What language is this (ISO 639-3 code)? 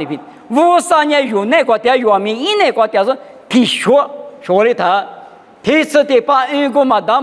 lis